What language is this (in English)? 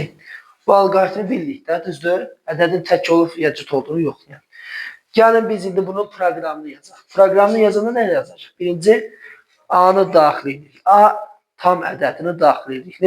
Azerbaijani